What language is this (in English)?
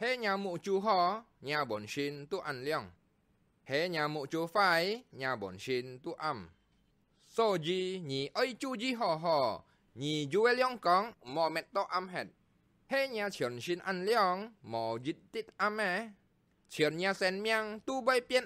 Hakka Chinese